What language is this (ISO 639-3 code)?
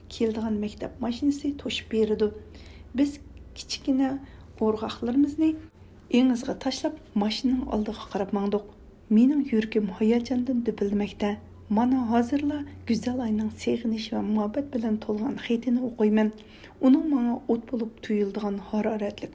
uig